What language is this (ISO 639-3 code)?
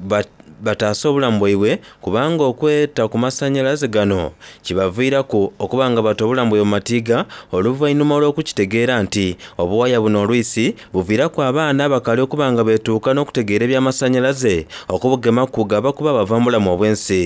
xog